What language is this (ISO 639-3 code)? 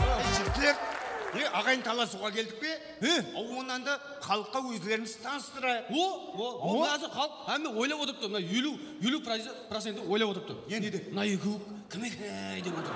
kaa